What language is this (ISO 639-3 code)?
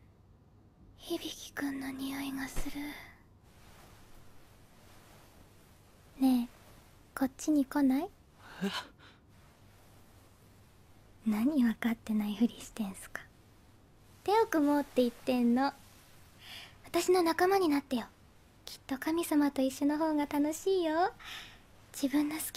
jpn